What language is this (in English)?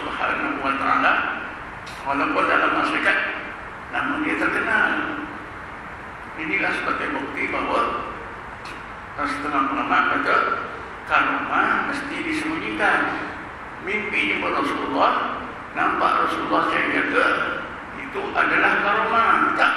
Malay